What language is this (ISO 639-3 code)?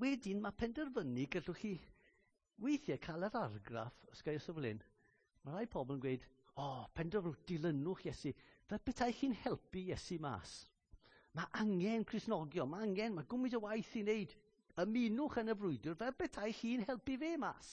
cym